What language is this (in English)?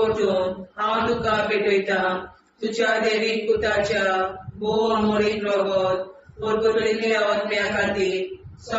Konkani